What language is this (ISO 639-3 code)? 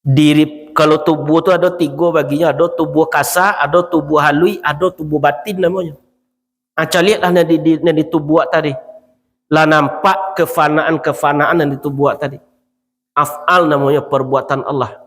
min